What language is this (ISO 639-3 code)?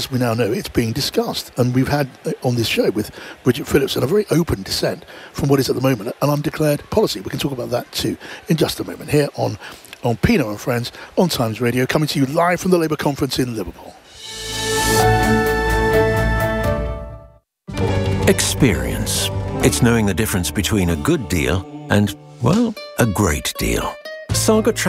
eng